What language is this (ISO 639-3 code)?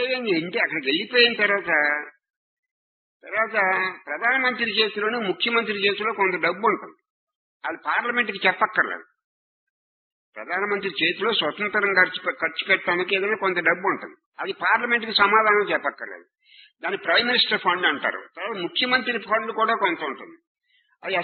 tel